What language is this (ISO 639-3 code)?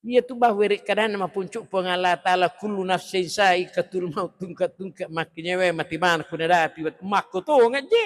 bug